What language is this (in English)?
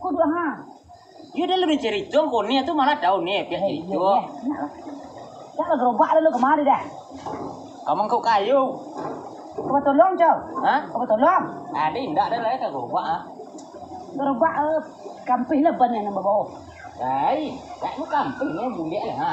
Minangkabau